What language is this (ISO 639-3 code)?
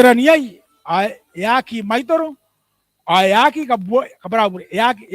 gil